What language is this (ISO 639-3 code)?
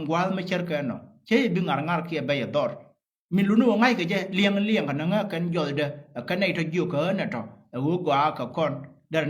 nus